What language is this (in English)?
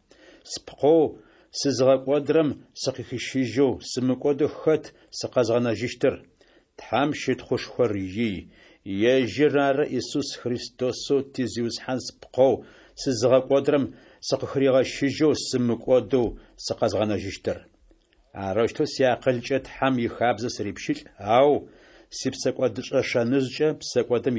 Kabardian